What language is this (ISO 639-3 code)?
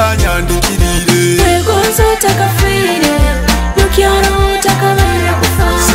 ttj